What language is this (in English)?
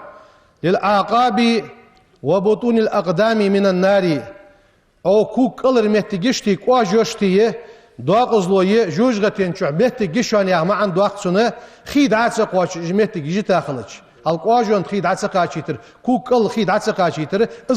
Ingush